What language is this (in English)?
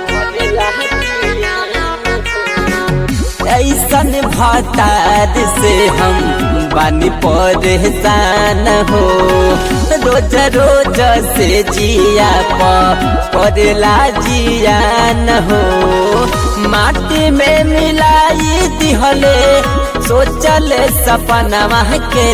Bhojpuri